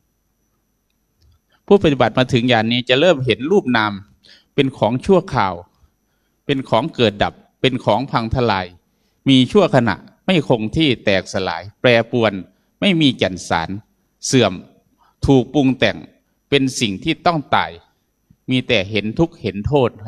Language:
Thai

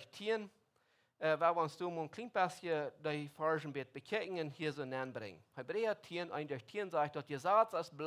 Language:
Plautdietsch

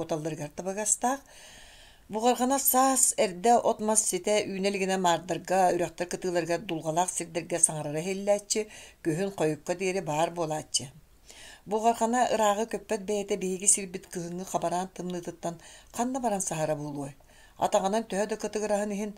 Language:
Yakut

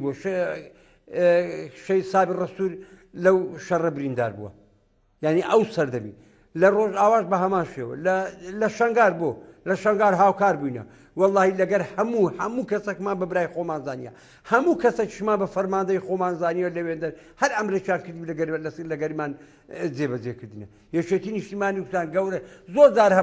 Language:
Central Kurdish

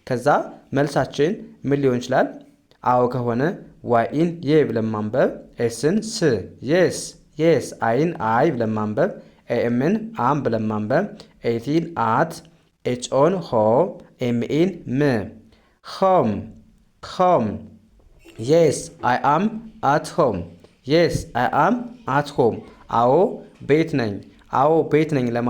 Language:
Amharic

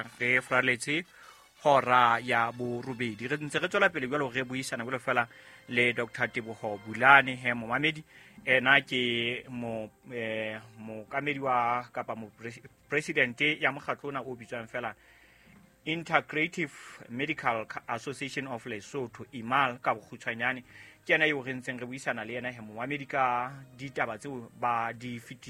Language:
Southern Sotho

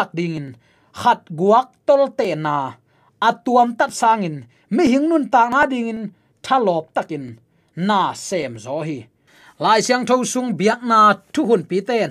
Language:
Tedim Chin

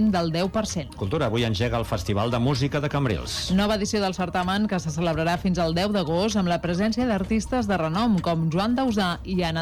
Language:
Catalan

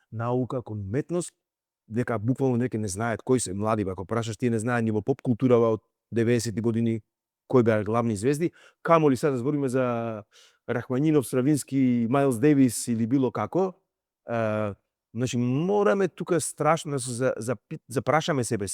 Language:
Macedonian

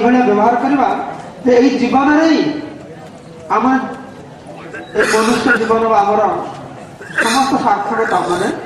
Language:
Odia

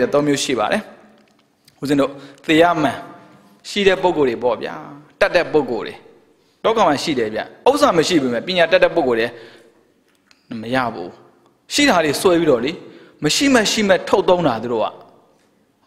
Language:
Burmese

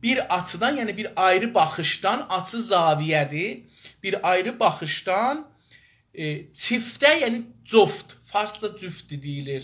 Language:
South Azerbaijani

